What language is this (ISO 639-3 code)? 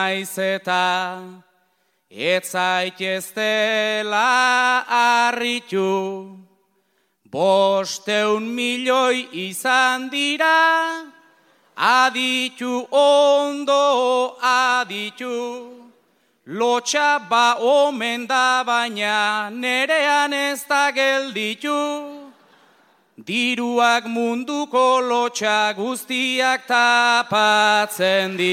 eus